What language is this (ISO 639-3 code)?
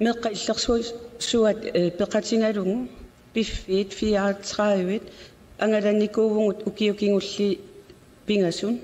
kal